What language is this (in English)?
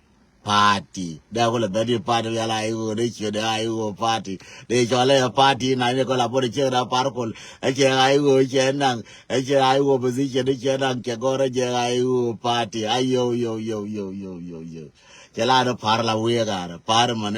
Nuer